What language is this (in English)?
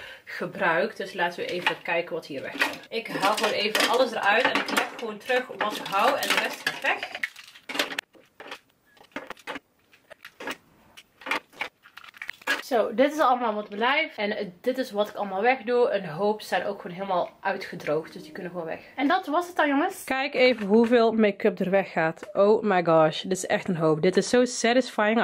Dutch